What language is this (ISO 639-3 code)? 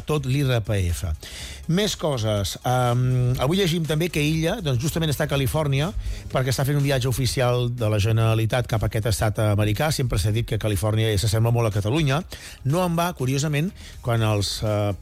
cat